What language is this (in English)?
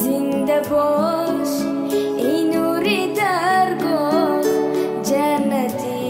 Tajik